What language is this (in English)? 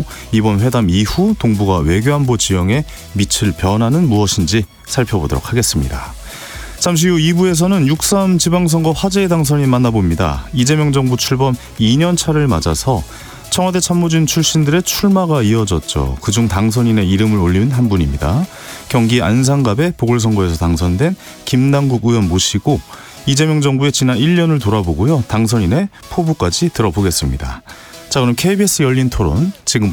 Korean